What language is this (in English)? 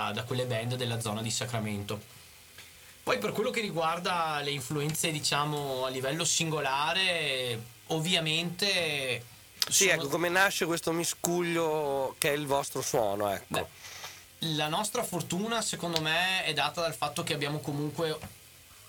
Italian